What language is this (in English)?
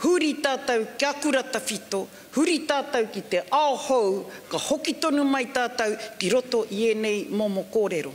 Māori